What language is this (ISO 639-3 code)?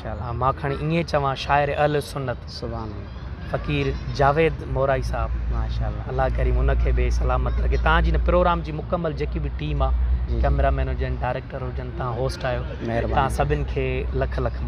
snd